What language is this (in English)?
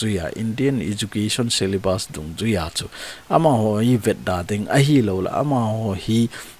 Thado Chin